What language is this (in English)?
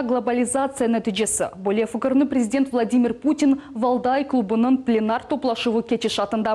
Crimean Tatar